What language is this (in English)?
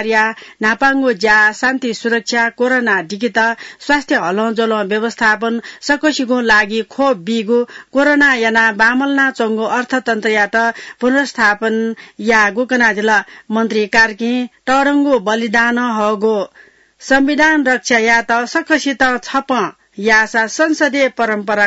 Newari